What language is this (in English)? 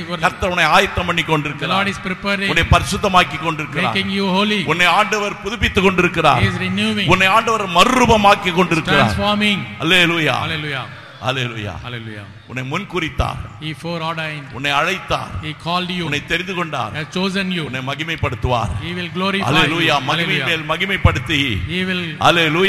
Tamil